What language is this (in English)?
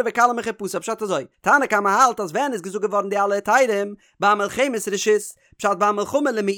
Yiddish